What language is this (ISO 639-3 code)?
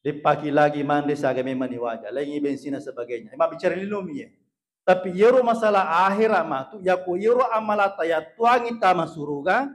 bug